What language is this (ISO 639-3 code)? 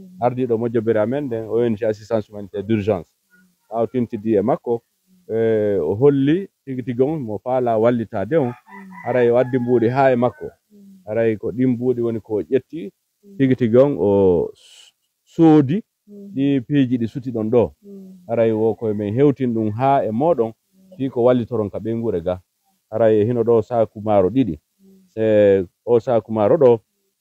ful